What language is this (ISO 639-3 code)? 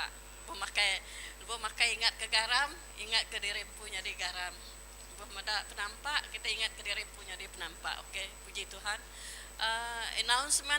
iba